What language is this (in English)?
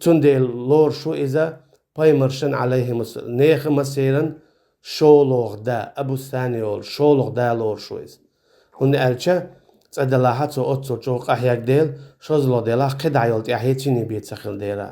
Chechen